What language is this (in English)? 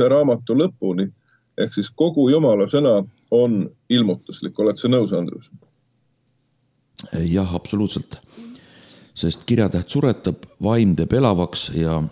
Estonian